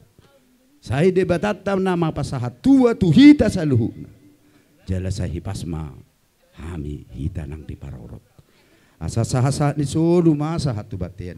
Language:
Batak Toba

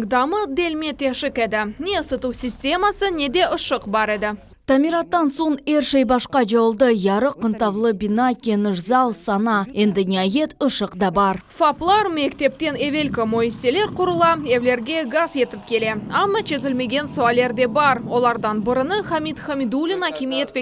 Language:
Crimean Tatar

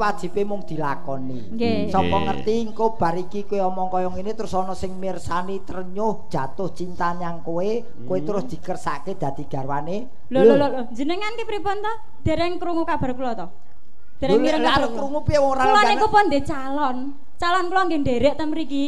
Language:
Javanese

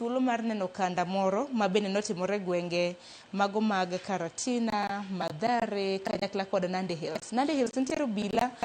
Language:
Luo (Kenya and Tanzania)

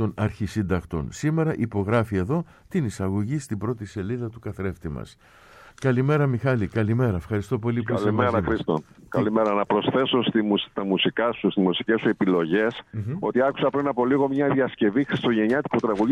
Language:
Greek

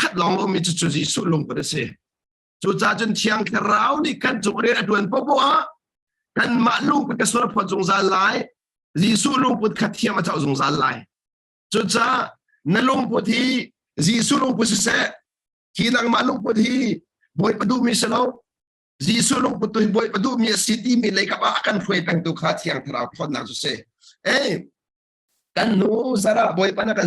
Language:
Hakha Chin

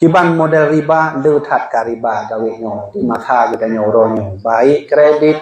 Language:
Achinese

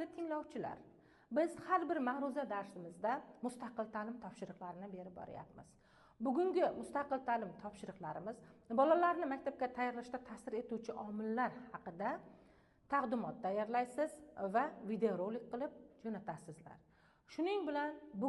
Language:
Uzbek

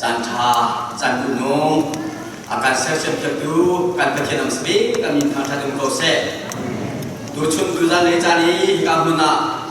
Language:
Falam Chin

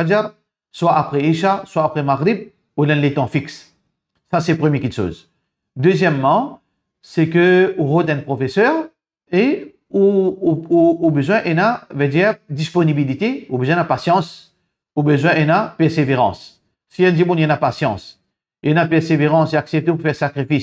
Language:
Morisyen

